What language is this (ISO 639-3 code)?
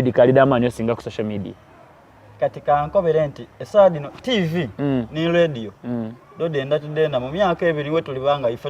xog